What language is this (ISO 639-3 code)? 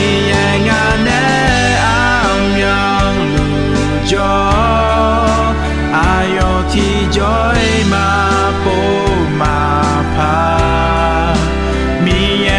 ahk